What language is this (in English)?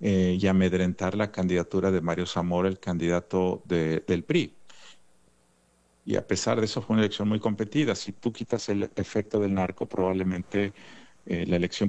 Spanish